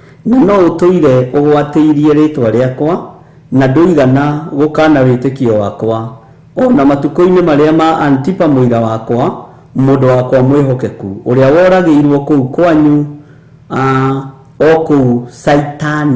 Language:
Kikuyu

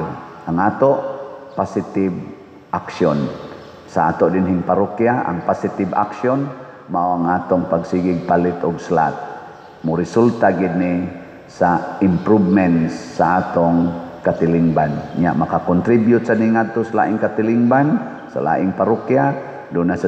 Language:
Cebuano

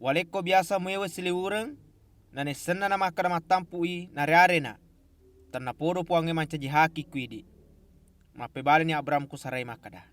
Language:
Buginese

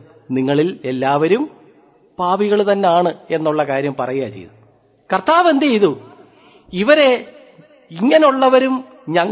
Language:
Malayalam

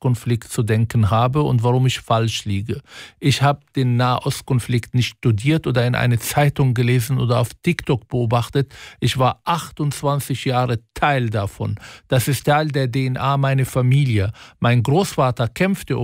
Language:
German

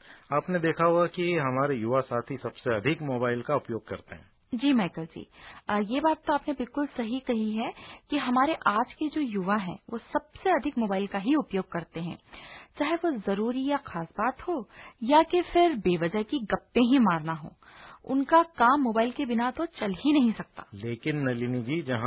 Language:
Hindi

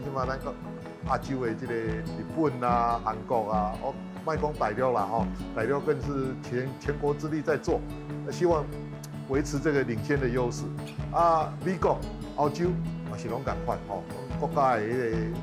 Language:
Min Nan Chinese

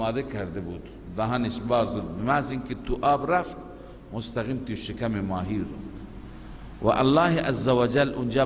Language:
Persian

